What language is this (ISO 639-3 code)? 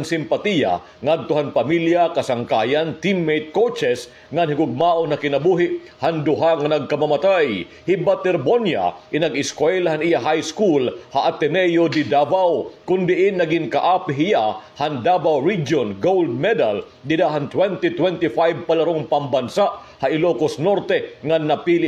war